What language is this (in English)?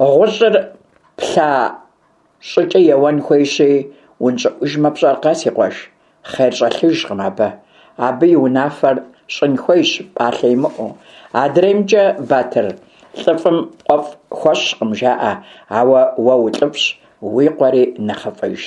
Kabardian